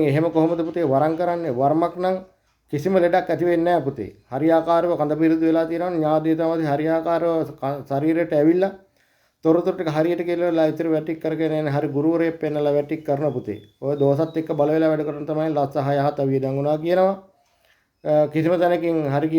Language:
Sinhala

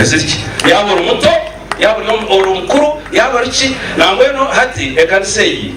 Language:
Nyankole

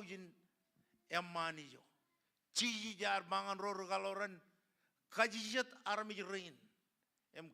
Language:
Marshallese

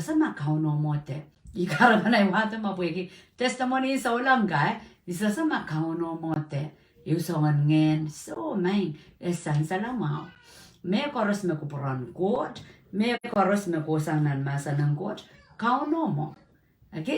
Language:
Pohnpeian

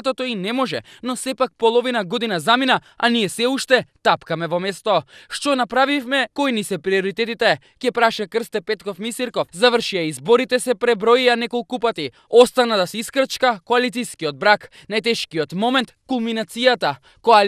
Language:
Macedonian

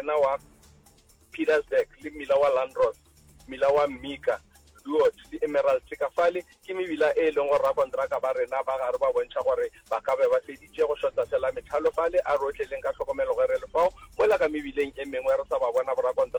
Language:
Northern Sotho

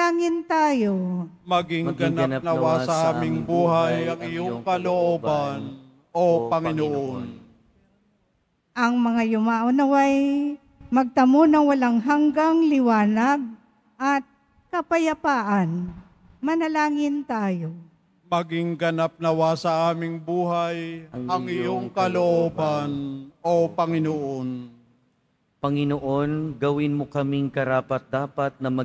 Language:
Filipino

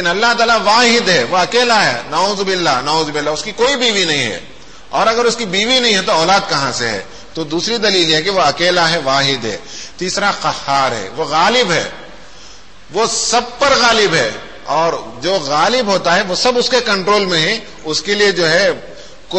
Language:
Urdu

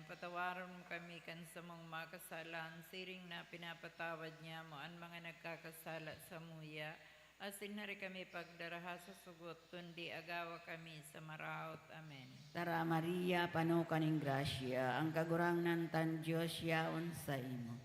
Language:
Bikol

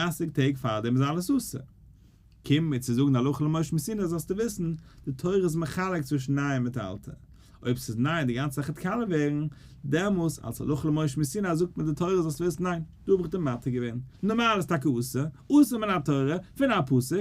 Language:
Yiddish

